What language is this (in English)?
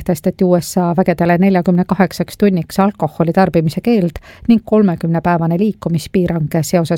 Estonian